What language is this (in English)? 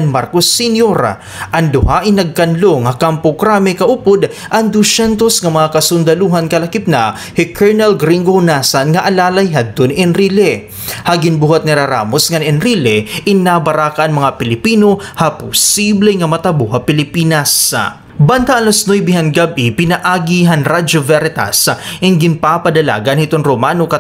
Waray